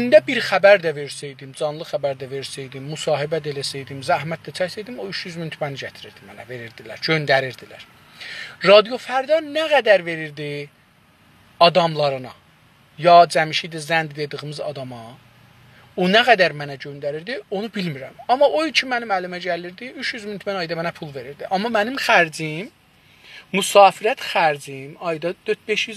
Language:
South Azerbaijani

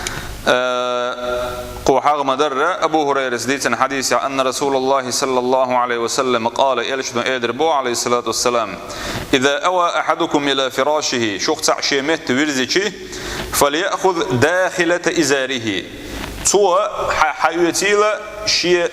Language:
Chechen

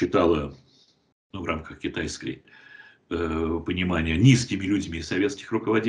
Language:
Russian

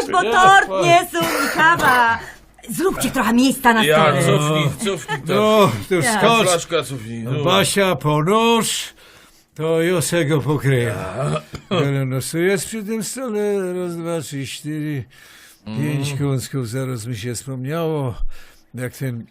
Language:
Silesian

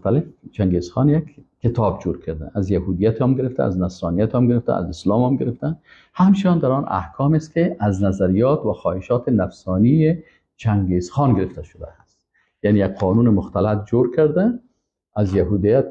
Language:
Persian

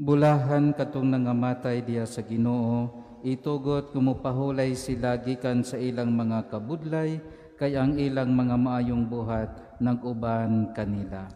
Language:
Cebuano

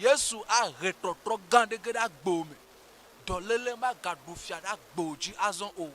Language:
Ewe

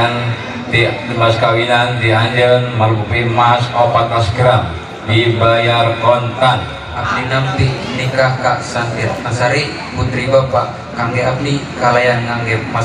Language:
Sundanese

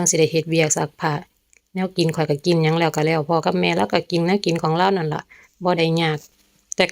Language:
Northeastern Thai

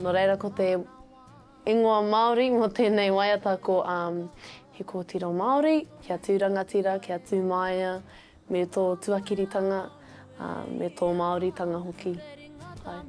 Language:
Māori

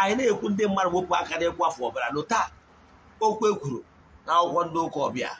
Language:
Igbo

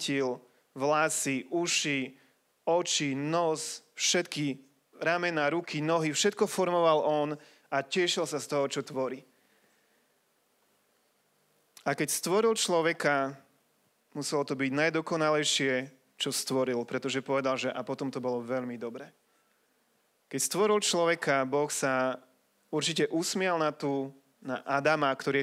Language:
Slovak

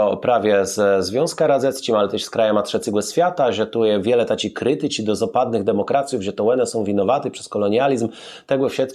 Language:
Kashubian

